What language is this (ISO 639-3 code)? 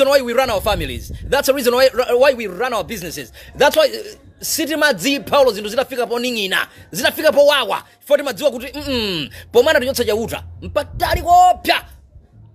nya